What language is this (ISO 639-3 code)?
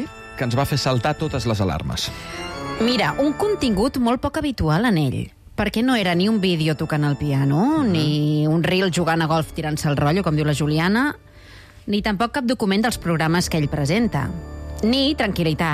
cat